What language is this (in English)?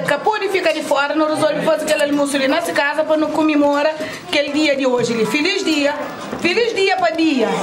Kabuverdianu